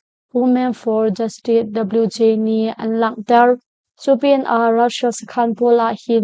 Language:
Hakha Chin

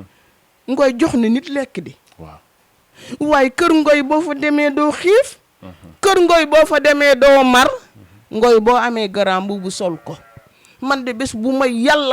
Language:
Wolof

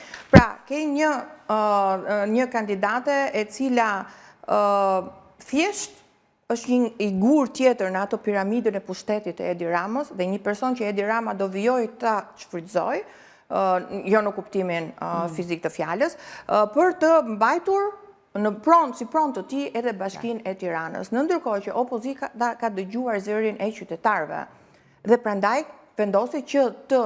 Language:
Albanian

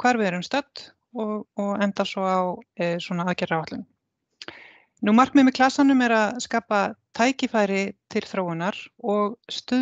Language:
Icelandic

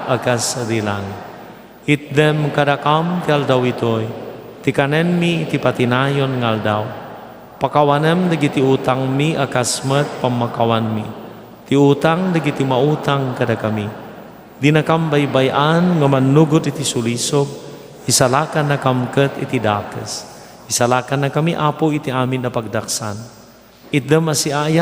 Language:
Iloko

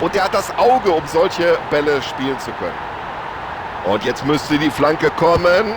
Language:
Bavarian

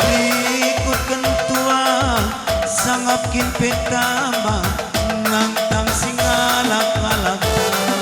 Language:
Batak Karo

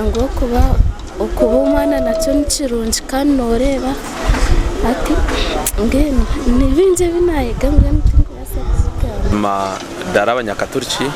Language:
Nyankole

